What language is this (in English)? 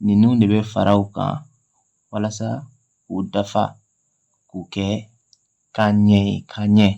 Bambara